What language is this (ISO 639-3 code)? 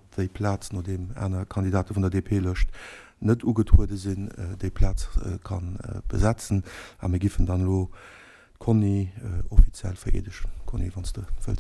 ltz